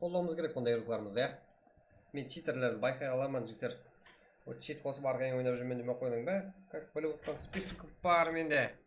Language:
Kara-Kalpak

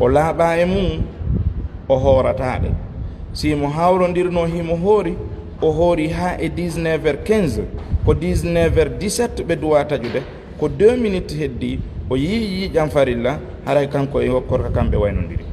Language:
Fula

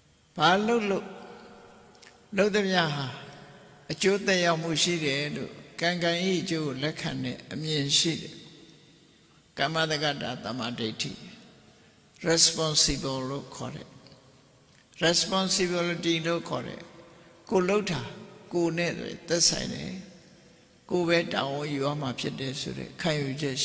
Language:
Burmese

